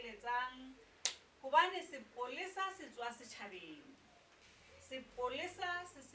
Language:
Southern Sotho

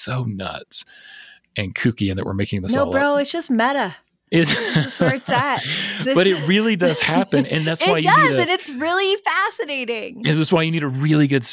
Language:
English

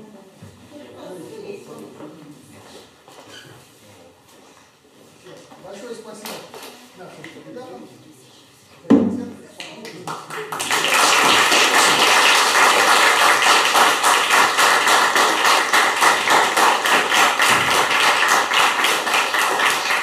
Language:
Russian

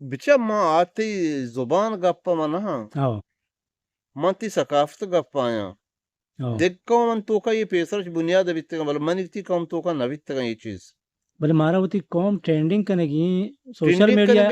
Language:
Eastern Balochi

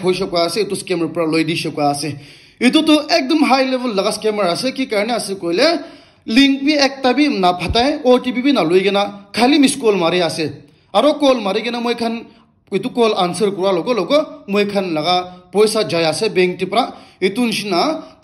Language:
Naga Pidgin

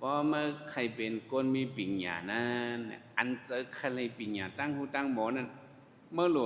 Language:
Shan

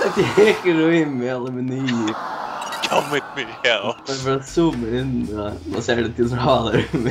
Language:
Faroese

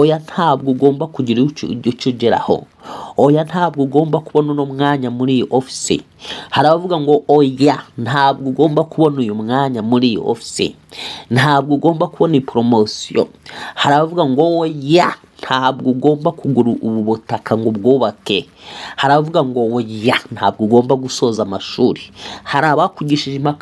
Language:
Kinyarwanda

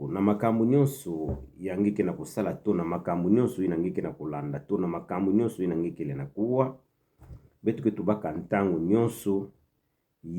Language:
Kituba (Democratic Republic of Congo)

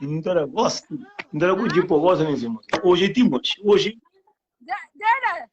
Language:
Kabuverdianu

